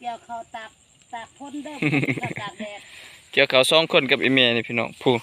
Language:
Lao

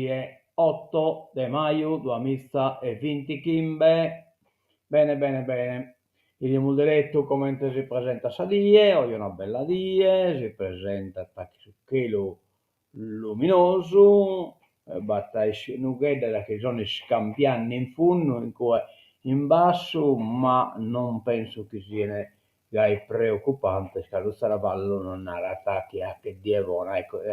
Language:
Sardinian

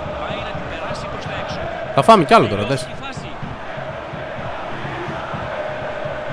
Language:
Greek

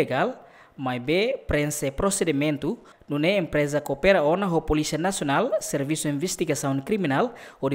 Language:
Tetum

